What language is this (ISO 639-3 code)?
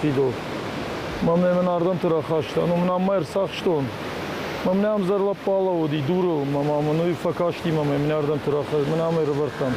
oss